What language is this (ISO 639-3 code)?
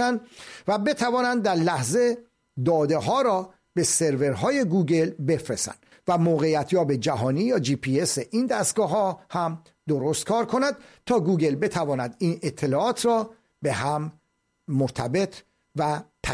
fas